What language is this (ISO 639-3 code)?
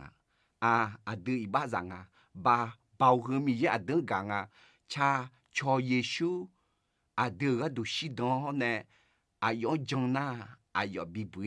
ahk